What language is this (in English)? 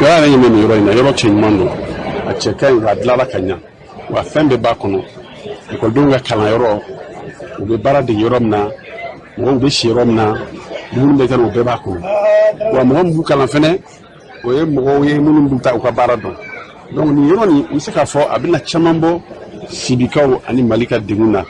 Bambara